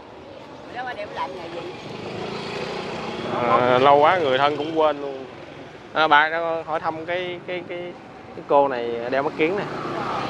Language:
Vietnamese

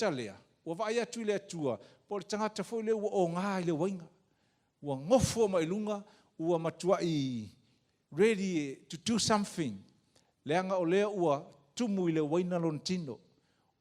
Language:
Samoan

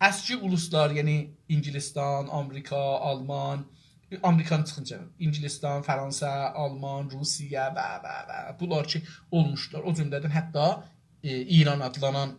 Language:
South Azerbaijani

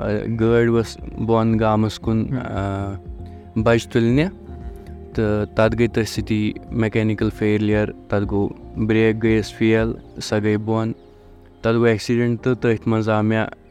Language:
Kashmiri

